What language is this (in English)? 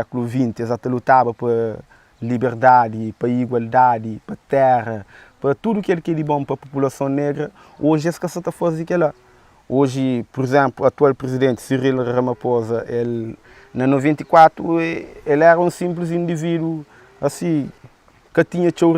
Kabuverdianu